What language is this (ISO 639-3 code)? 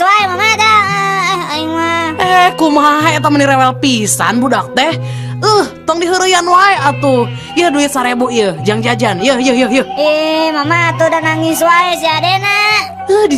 sun